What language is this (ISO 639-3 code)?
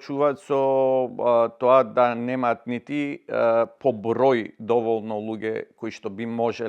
mkd